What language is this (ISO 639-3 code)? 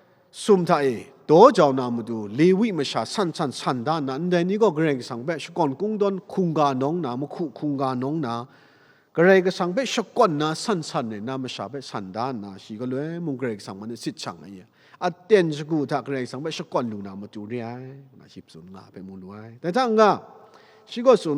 kac